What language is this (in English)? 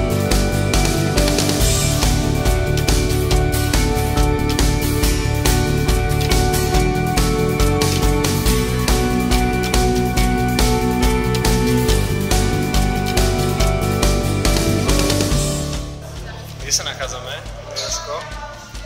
Slovak